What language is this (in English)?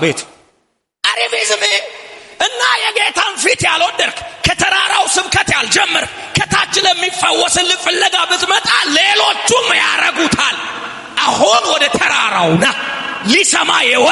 Amharic